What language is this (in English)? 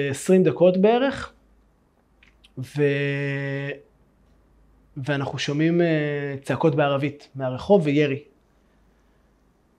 Hebrew